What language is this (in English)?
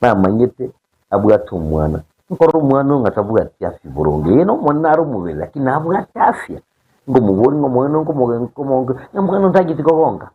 Gusii